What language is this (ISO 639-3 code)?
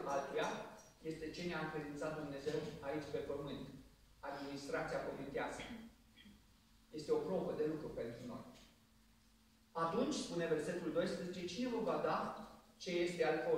ron